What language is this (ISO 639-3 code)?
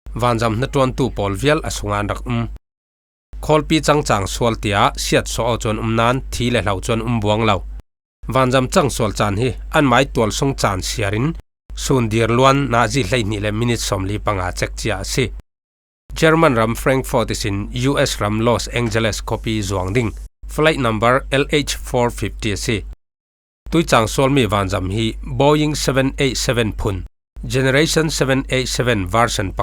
cfm